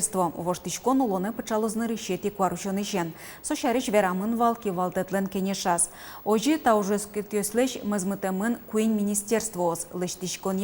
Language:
Udmurt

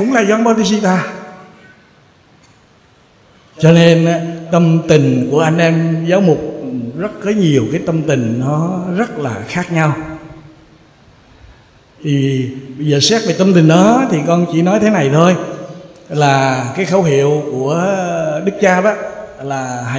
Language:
Vietnamese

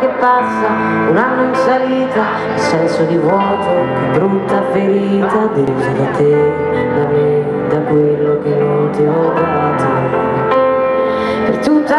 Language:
Italian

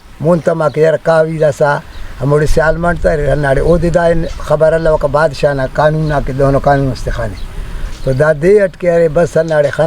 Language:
Brahui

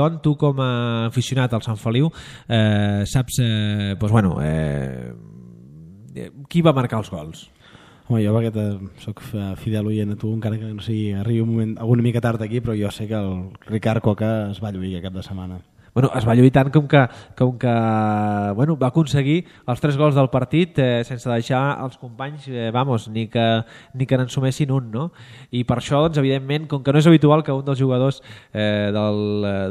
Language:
Catalan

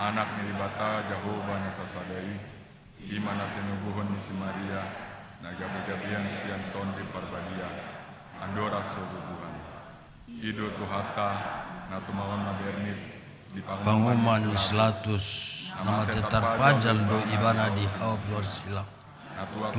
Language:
Batak Toba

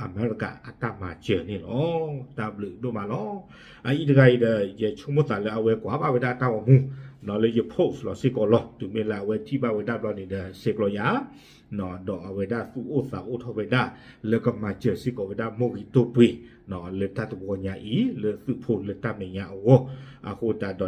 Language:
S'gaw Karen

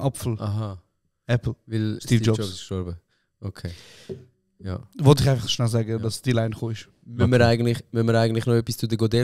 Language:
Swiss German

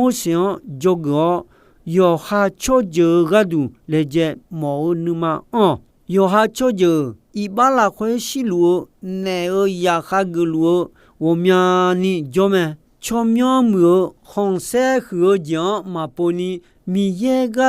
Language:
Akha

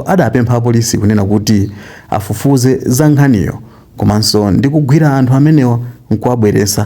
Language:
Nyanja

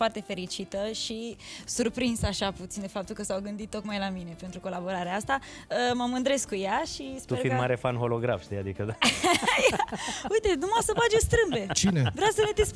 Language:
Romanian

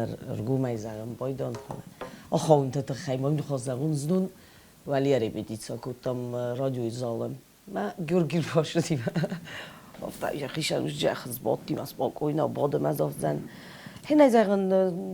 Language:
Ossetic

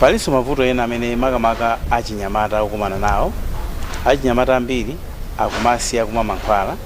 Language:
Nyanja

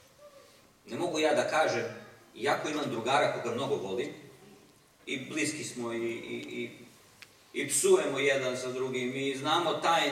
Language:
Serbian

